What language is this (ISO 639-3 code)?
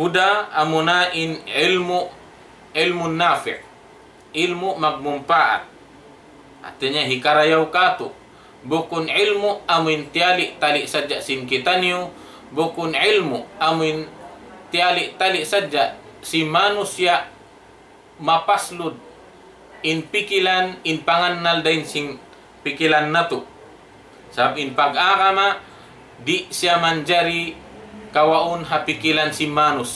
tsg